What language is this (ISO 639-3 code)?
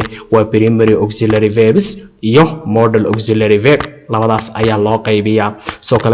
som